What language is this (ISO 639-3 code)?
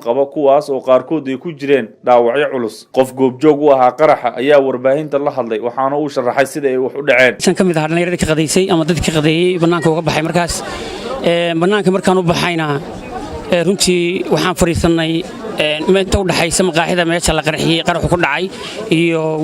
som